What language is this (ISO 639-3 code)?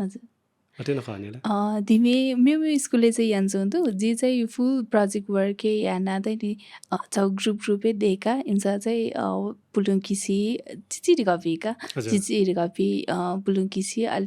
new